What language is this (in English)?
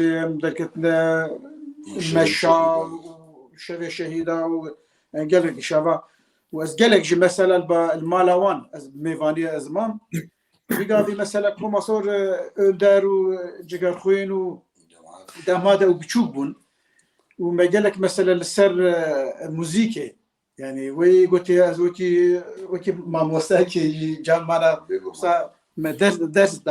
Kurdish